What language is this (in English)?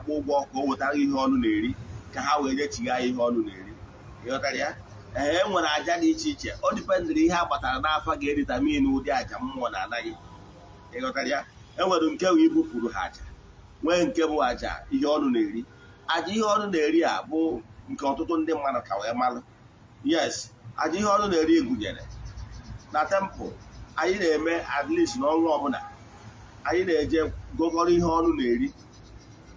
Igbo